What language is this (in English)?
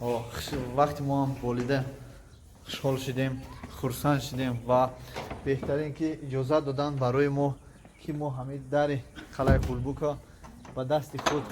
Tajik